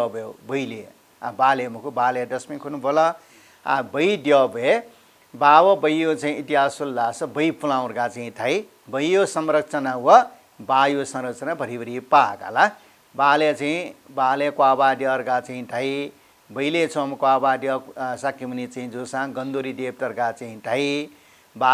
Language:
Newari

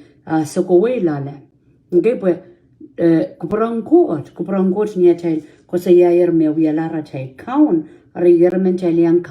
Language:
Pohnpeian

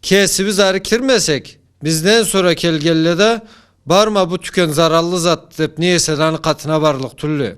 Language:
Karachay-Balkar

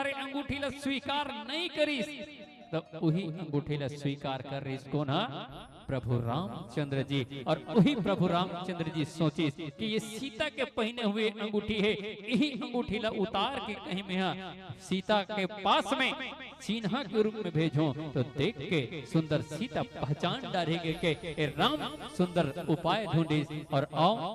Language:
Chhattisgarhi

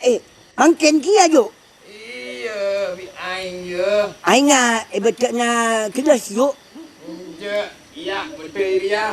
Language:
Madurese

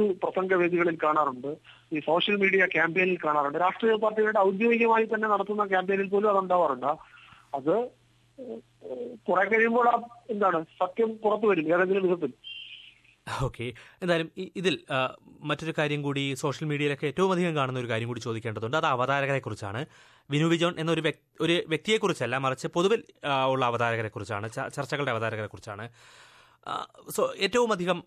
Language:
Malayalam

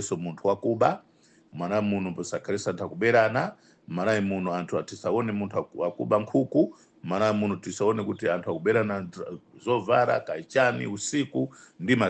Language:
Nyanja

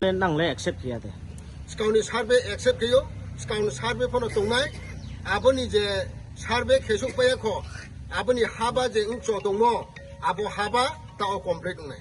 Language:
Riang (India)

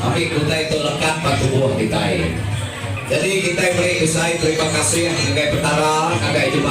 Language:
Iban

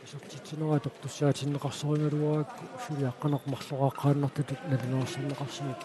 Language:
Kalaallisut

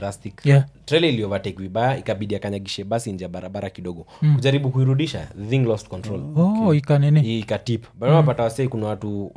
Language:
Swahili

